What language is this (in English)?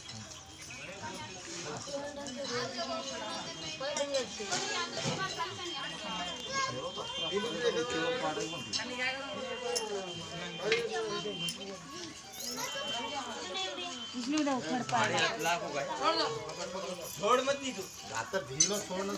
Marathi